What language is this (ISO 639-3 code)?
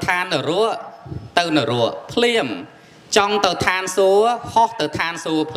khm